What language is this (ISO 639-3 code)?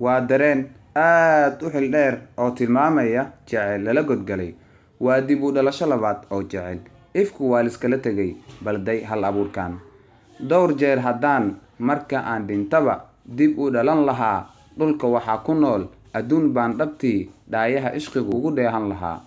som